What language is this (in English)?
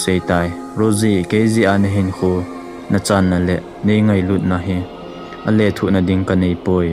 Thado Chin